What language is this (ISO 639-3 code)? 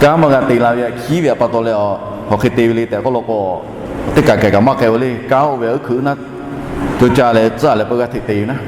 lhu